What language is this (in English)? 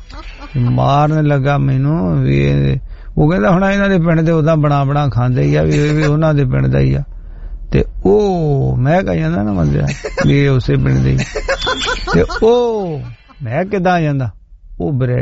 Punjabi